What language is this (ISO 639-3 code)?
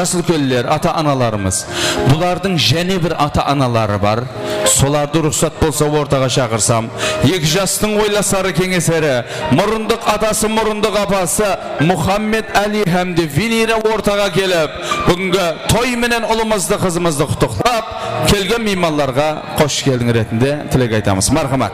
kaa